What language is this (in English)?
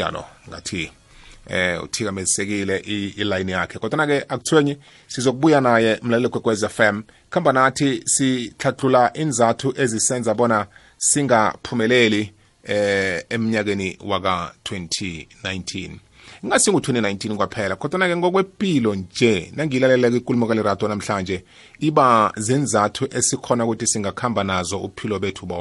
South Ndebele